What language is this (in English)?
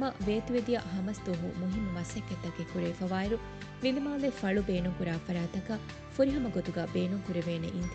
Divehi